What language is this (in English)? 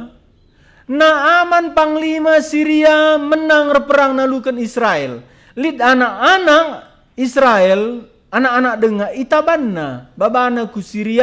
Batak Karo